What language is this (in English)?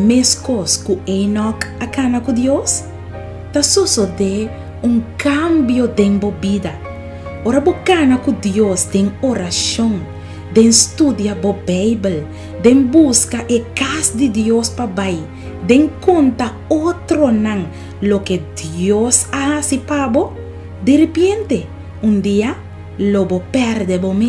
Papiamento